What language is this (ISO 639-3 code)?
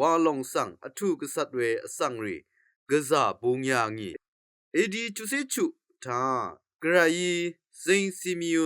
raw